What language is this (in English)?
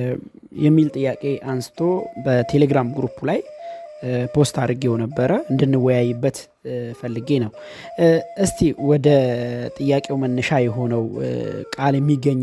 Amharic